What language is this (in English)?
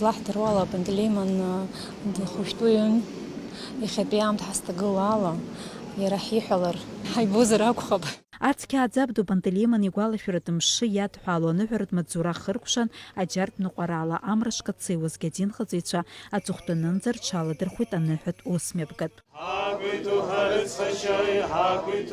Abkhazian